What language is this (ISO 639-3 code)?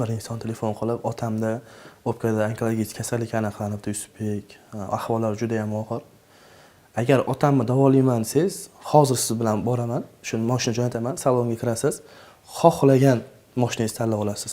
uzb